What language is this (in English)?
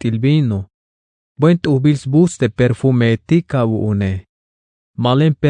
Tzeltal